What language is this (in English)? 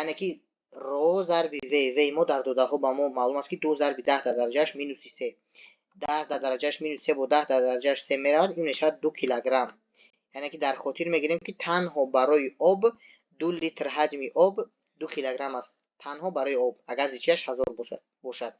Tajik